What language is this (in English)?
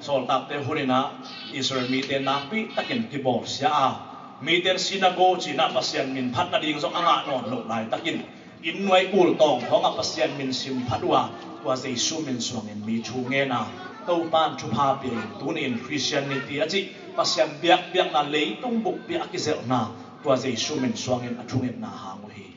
Tedim Chin